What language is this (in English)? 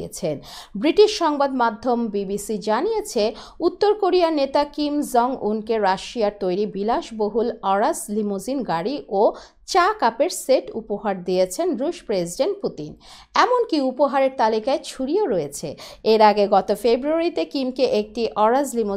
Bangla